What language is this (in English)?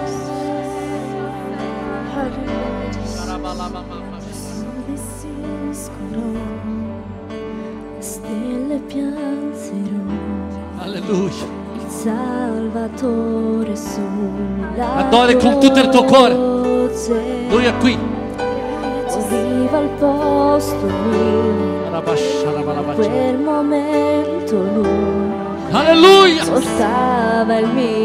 Italian